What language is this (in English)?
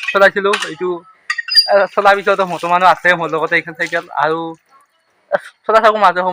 Assamese